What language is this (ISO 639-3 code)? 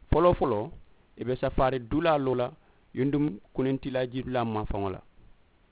man